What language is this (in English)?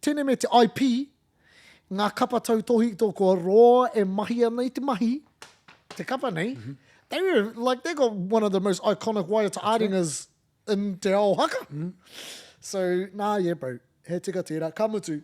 Māori